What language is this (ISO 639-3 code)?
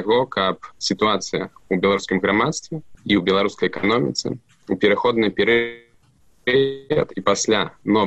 bel